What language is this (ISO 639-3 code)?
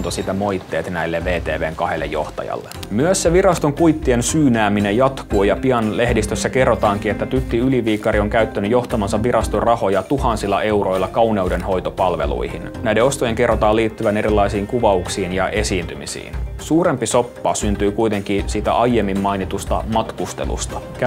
fin